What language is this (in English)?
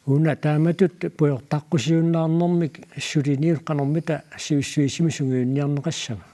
Kalaallisut